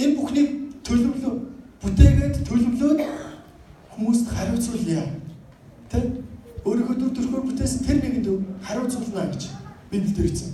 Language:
Mongolian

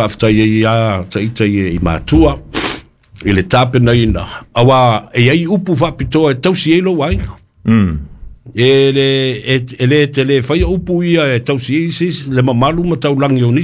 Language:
Samoan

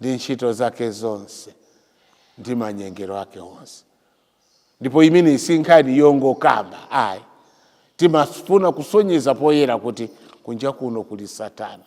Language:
Nyanja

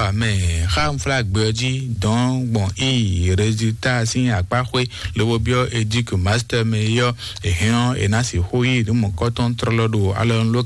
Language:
Fon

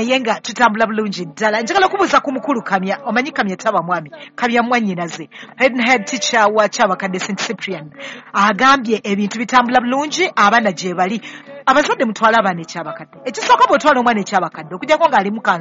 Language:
Ganda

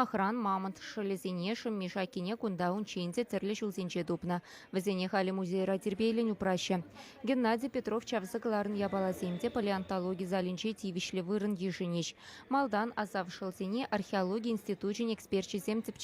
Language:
Chuvash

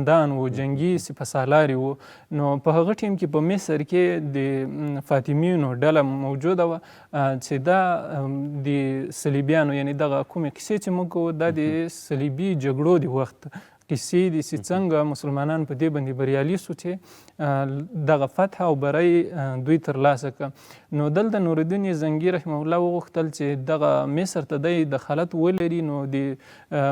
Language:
Pashto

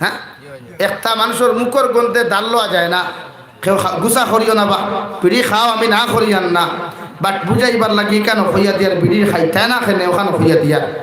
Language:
Sylheti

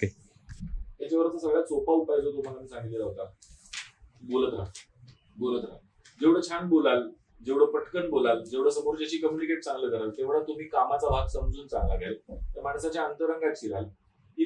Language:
Marathi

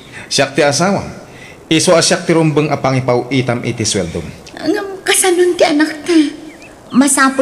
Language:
Iloko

